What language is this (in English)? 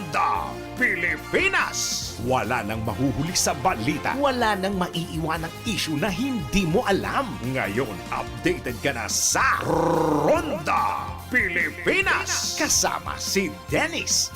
Bikol